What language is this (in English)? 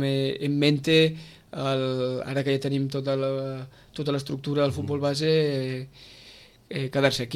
Catalan